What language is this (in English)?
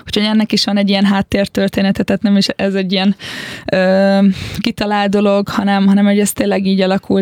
Hungarian